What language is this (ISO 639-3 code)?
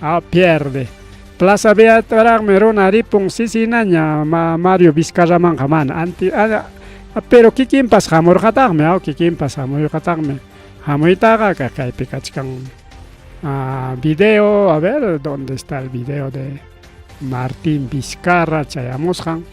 quy